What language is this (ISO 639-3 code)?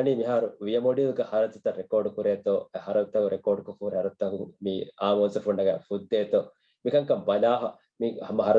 div